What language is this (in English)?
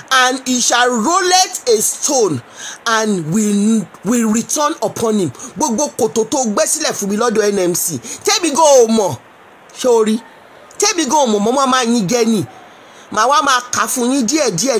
Yoruba